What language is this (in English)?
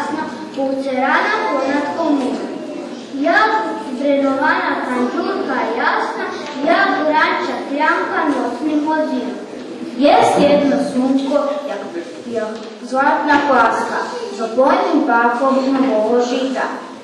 Rusyn